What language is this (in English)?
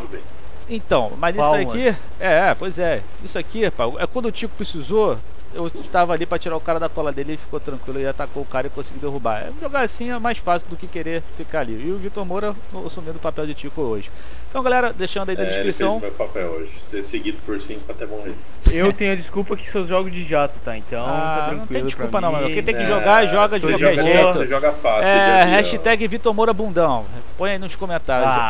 Portuguese